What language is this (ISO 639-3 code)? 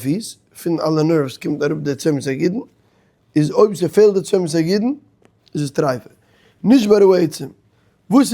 yid